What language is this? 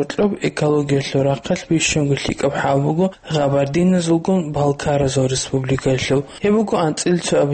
Avaric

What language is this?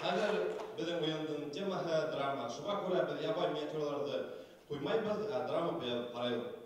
Bashkir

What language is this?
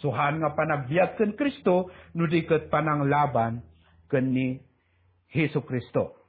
Iloko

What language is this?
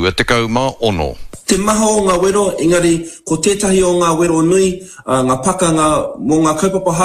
Māori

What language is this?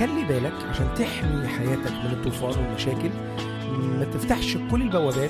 Egyptian Arabic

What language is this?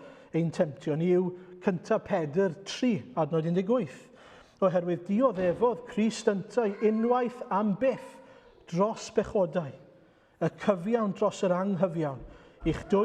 Welsh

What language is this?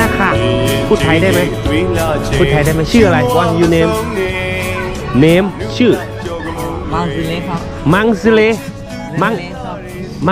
Thai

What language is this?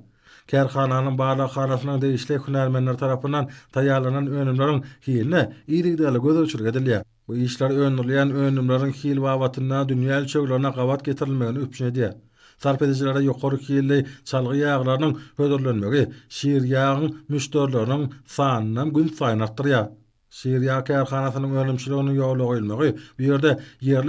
Turkmen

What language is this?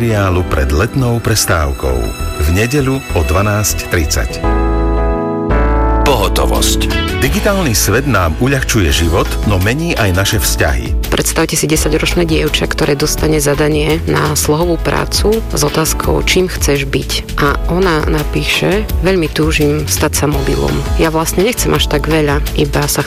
Slovak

